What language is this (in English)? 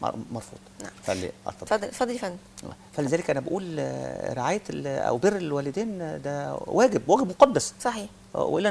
Egyptian Arabic